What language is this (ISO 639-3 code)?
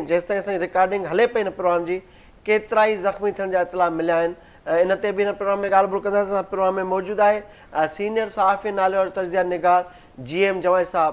snd